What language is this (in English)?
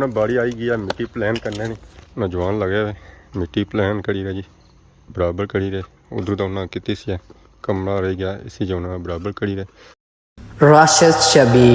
Pahari-Potwari